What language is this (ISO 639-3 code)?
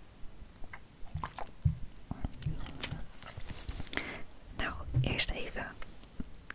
nld